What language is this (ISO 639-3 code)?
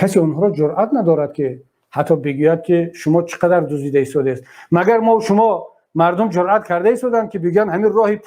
tgk